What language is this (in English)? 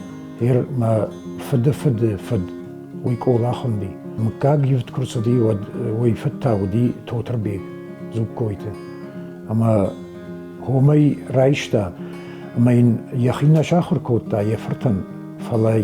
Ossetic